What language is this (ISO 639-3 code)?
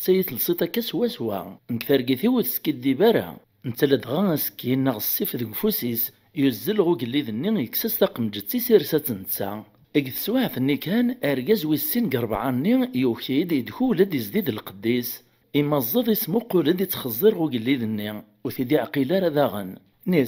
kab